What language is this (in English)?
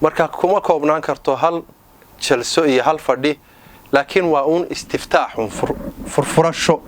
Somali